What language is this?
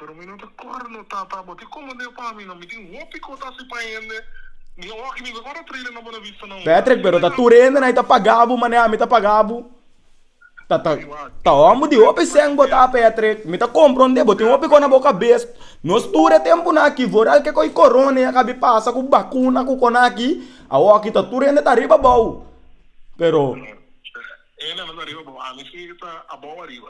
Papiamento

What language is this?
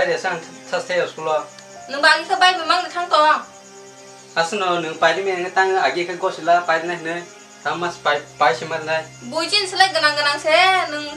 Kok Borok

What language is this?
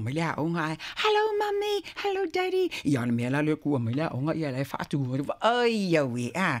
Samoan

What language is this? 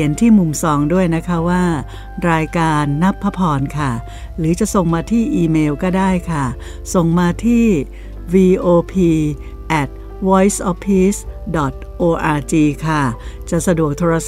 Thai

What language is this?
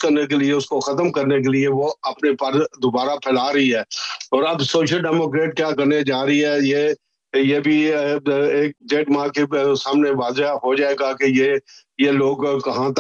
Urdu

